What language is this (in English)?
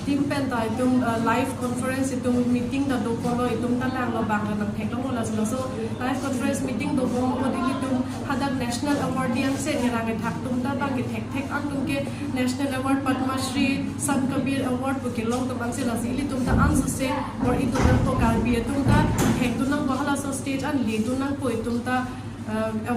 Karbi